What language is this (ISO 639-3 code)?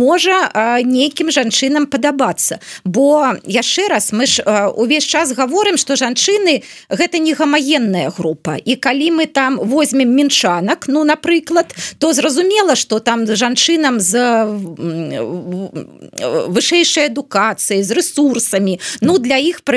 bel